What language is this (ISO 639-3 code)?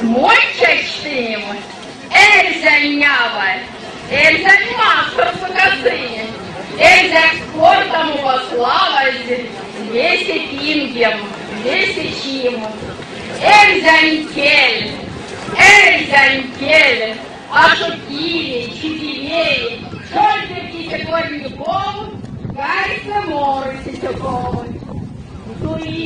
myv